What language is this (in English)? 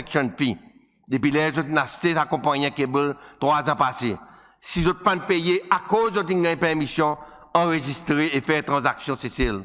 Seselwa Creole French